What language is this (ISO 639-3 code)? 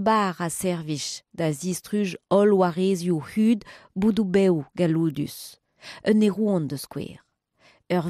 bre